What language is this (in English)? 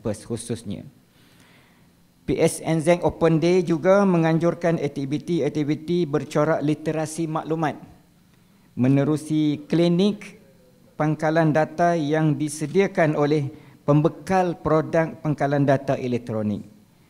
Malay